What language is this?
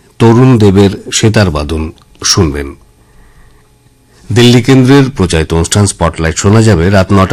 Bangla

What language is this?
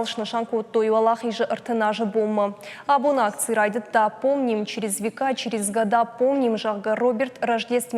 Ossetic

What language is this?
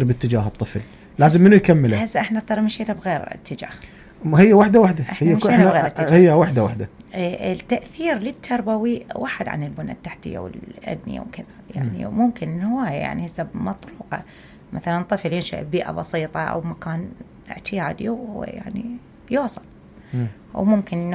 Mesopotamian Arabic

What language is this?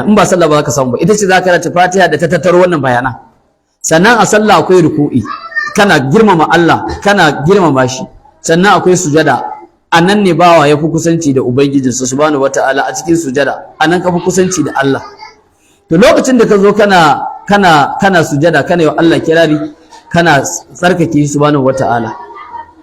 Hausa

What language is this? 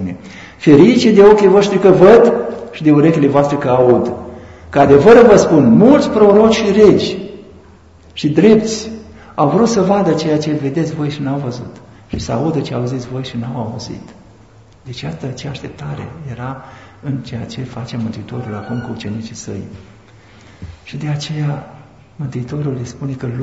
Romanian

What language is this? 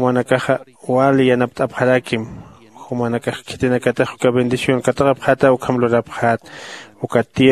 Aymara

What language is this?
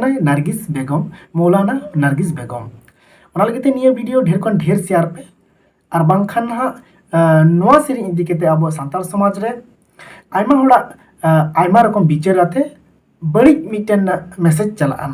Santali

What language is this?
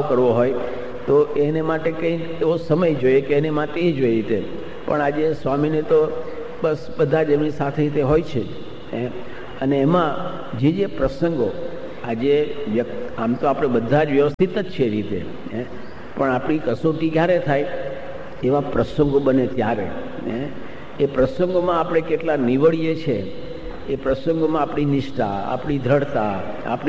Gujarati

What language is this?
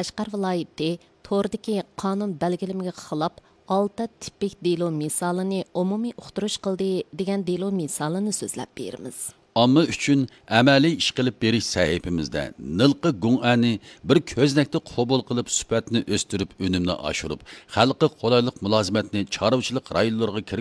Uyghur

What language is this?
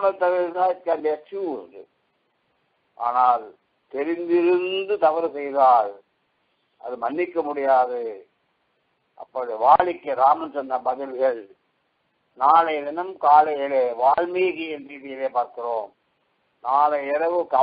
Tamil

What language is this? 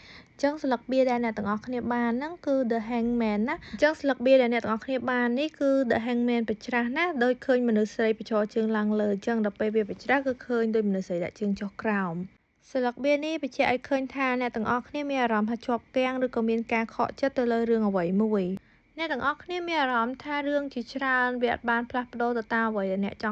Khmer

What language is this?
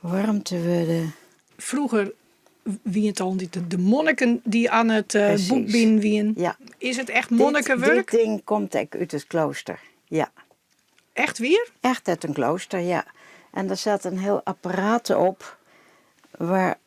Western Frisian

